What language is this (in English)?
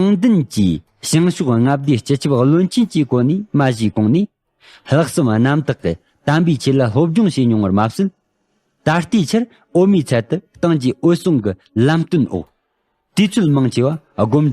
Tibetan